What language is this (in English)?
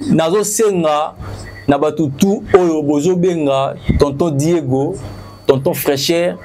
Lingala